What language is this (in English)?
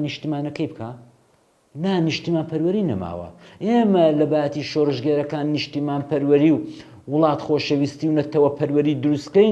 Central Kurdish